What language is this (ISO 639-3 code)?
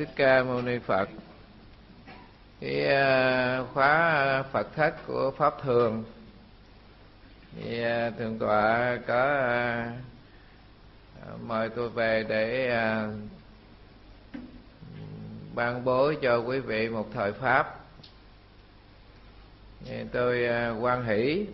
vie